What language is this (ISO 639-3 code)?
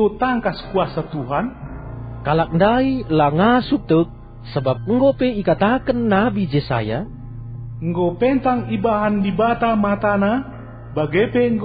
btx